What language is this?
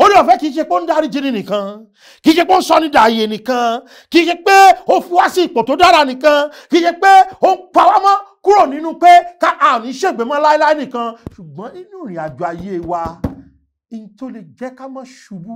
Yoruba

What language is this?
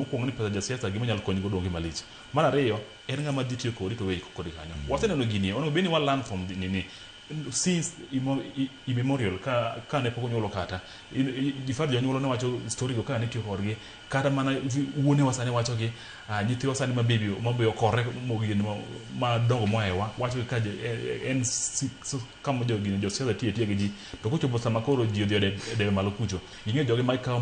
Luo (Kenya and Tanzania)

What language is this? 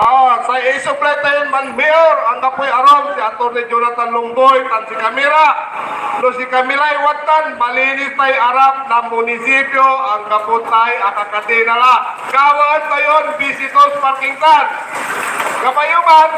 Pangasinan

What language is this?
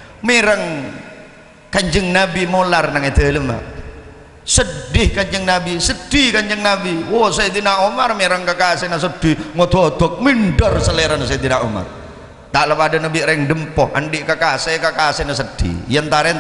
Madurese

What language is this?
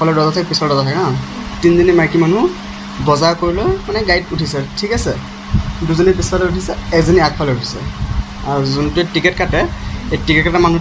Assamese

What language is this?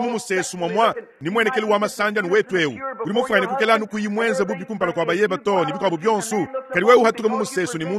Luba-Lulua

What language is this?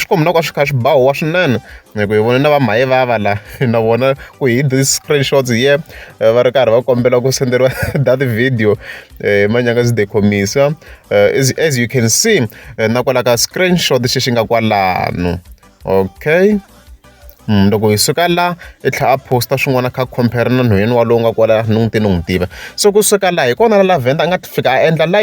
Tsonga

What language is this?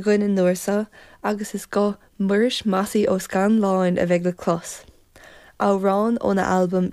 Irish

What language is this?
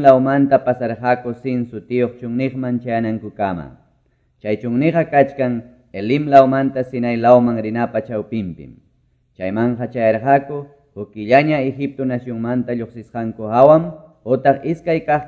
Quechua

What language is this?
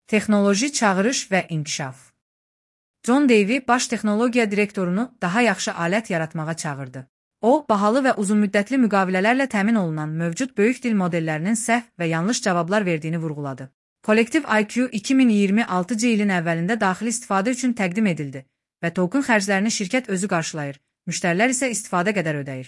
Azerbaijani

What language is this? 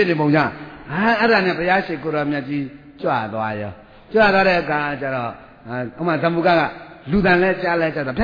Burmese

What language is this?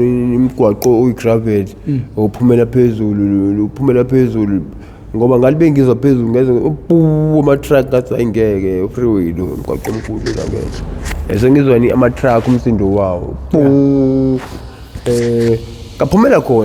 Zulu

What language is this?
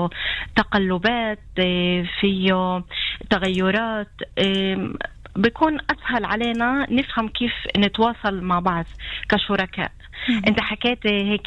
North Levantine Arabic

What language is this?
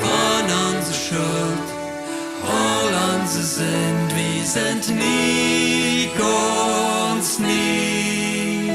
Plautdietsch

